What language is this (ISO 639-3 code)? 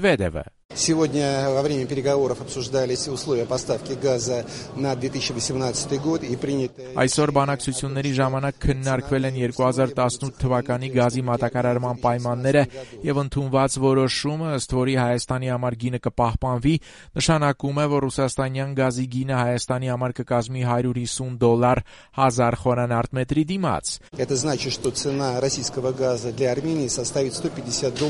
hye